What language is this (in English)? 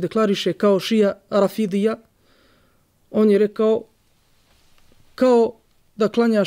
Bosnian